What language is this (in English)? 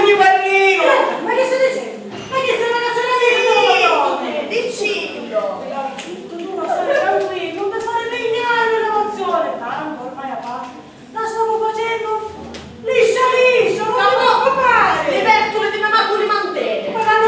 Sicilian